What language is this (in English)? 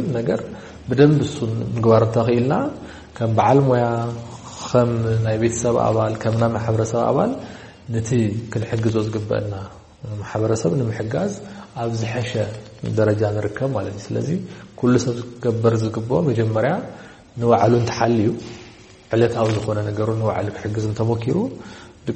Tigrinya